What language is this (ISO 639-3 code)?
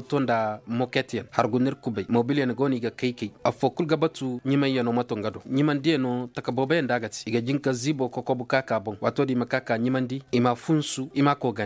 ses